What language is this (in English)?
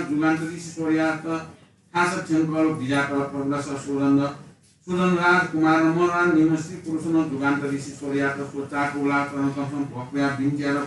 Newari